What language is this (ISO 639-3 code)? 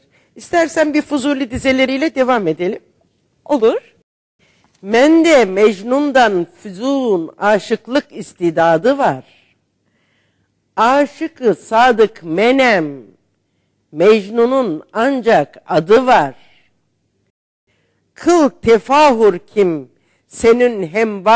tur